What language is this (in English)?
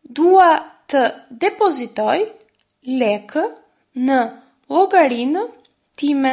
Albanian